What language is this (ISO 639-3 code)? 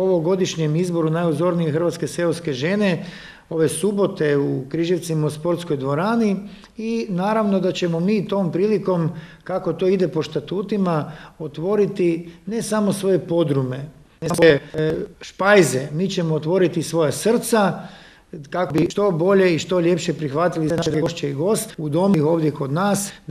hrv